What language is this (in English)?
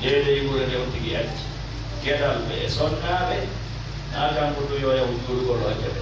Fula